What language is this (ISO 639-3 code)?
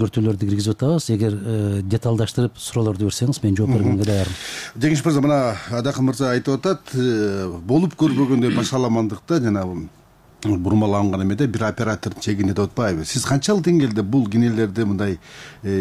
kir